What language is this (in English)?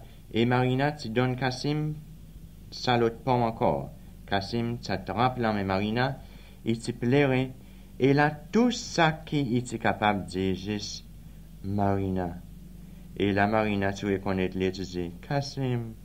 Seselwa Creole French